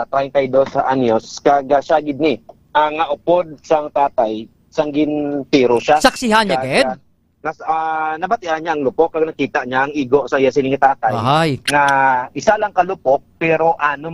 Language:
Hiligaynon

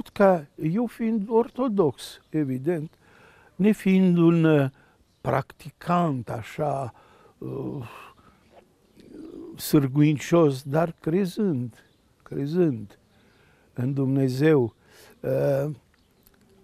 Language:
Romanian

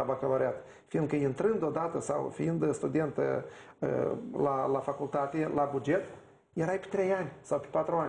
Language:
Romanian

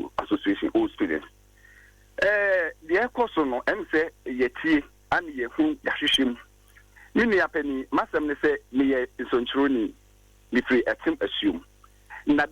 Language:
Akan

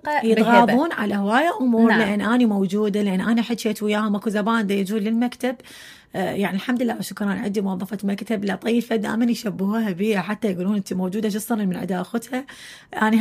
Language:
Mesopotamian Arabic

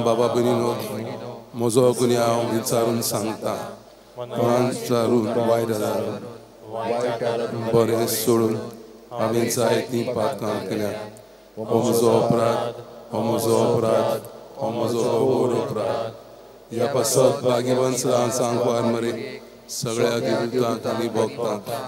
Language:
Konkani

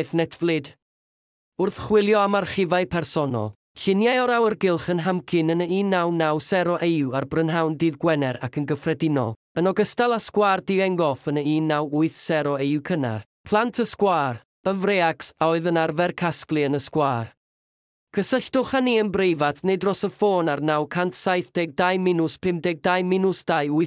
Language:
Welsh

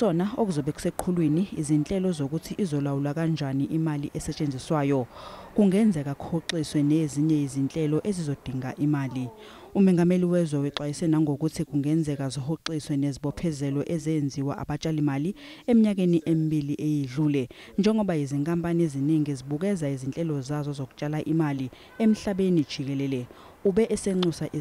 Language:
Zulu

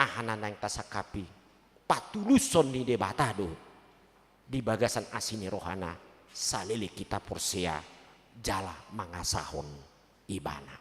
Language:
Batak Toba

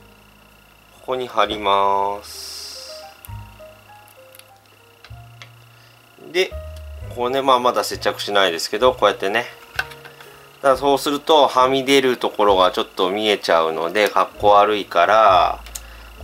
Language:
Japanese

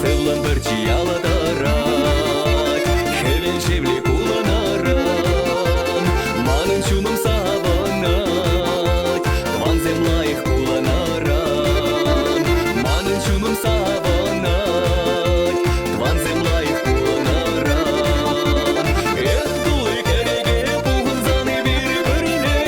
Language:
Chuvash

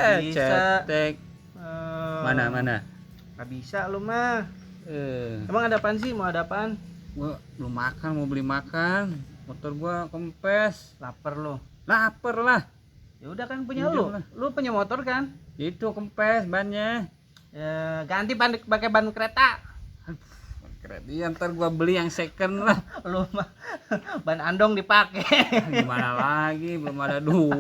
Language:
Betawi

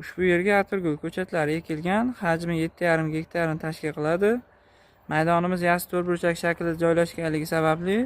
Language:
Uzbek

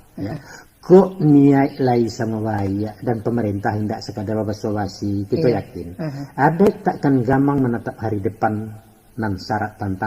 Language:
Minangkabau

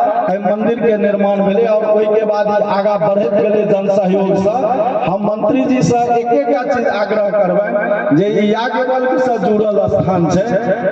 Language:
Maithili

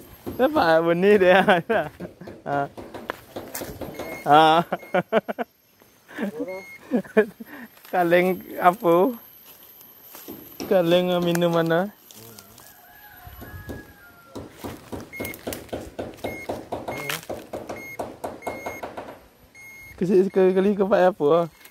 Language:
Malay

